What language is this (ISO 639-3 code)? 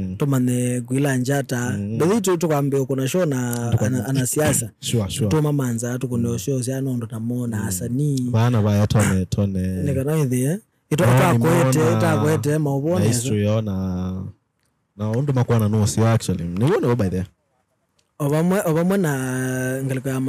swa